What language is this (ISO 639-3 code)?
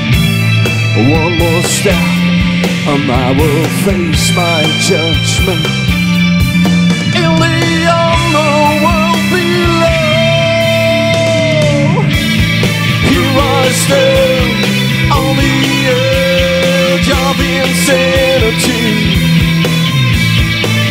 eng